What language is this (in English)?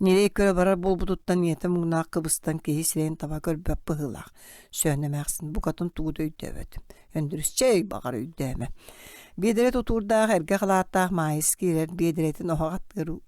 Yakut